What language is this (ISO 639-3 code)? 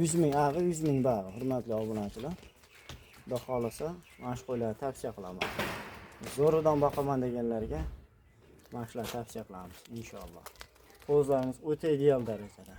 uzb